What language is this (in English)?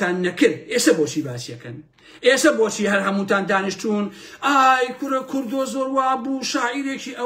Central Kurdish